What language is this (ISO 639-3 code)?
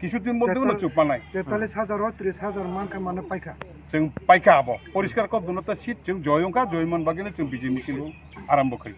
trp